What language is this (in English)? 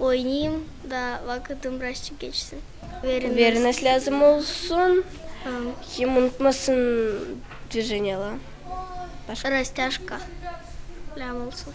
Gagauz